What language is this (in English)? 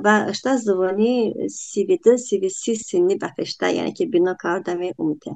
Talysh